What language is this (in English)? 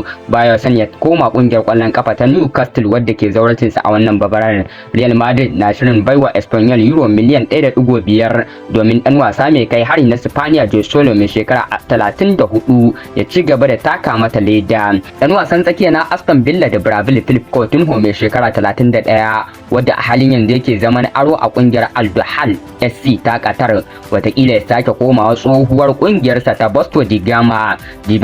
Hausa